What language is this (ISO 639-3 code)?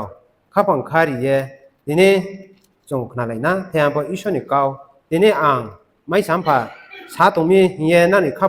ria